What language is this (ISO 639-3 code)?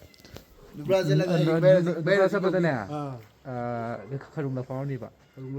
mni